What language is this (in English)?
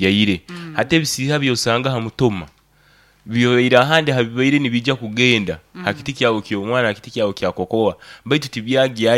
Nyoro